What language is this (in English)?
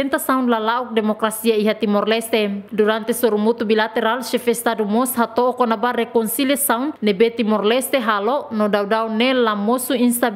Tetum